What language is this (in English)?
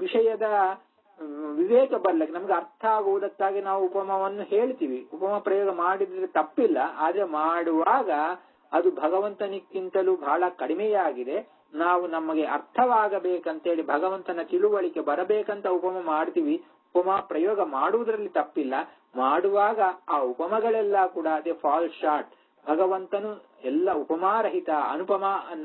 Kannada